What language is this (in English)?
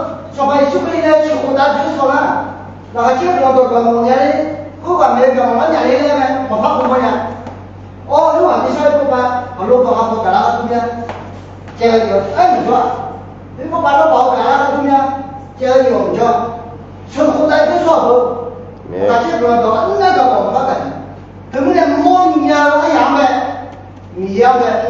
Akha